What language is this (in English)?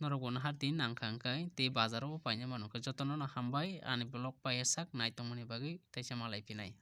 Kok Borok